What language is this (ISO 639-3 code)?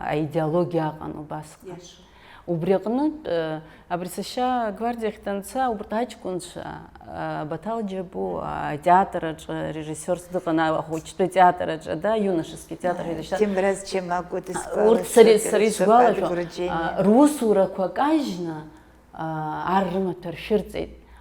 abk